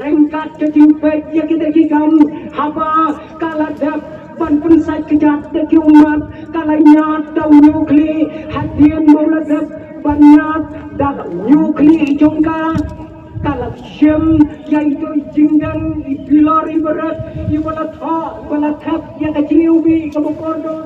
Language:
Khasi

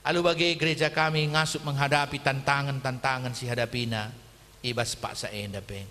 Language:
Batak Karo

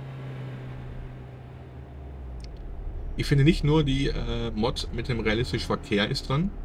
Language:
German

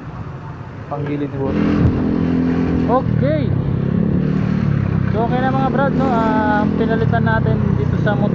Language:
Filipino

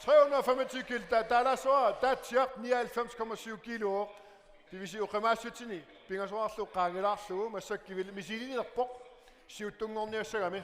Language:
Kalaallisut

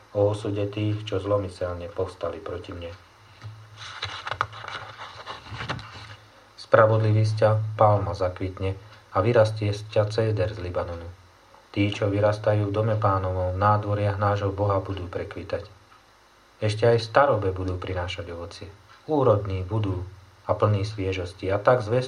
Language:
Slovak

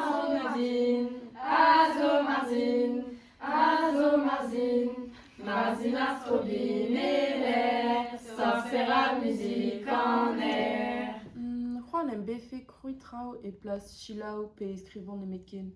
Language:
Breton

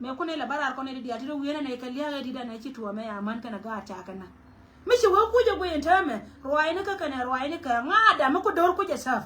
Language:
Nuer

